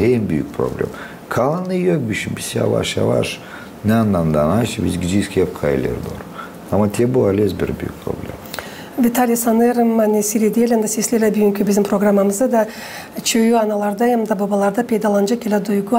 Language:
Gagauz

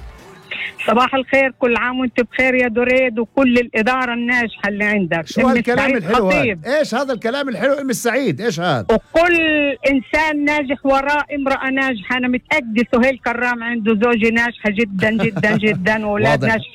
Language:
North Levantine Arabic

